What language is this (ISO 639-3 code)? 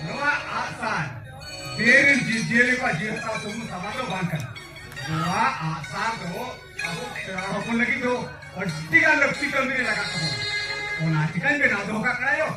sat